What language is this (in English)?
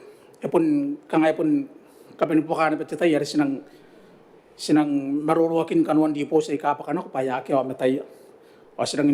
Gilbertese